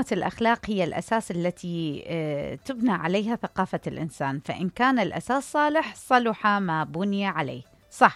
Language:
Mesopotamian Arabic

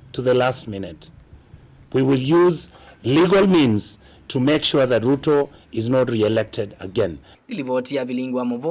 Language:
Kamba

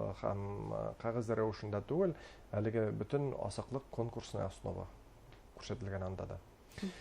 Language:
Bashkir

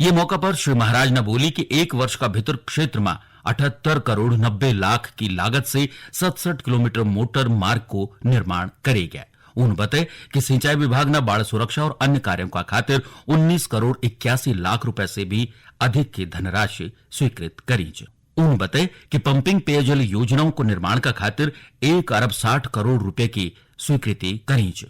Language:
Garhwali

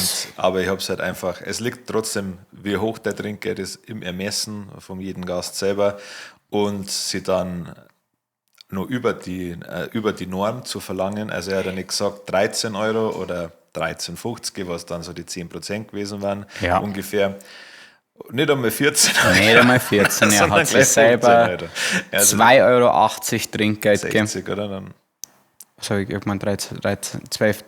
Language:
Bavarian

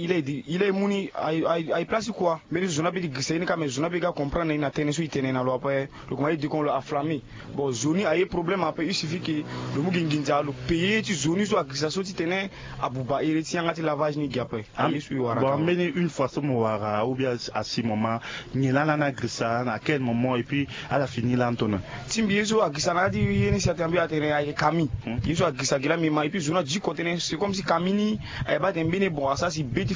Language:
Sango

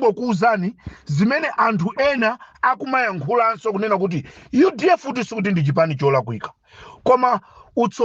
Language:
Nyanja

